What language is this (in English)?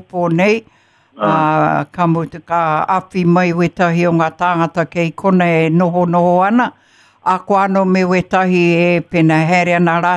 Māori